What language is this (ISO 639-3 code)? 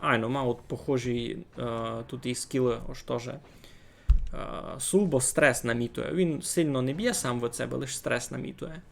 rue